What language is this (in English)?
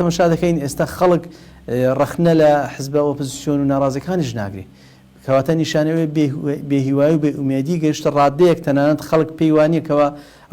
Central Kurdish